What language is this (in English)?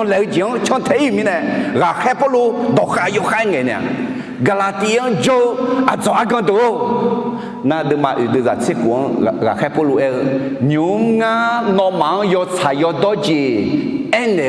Akha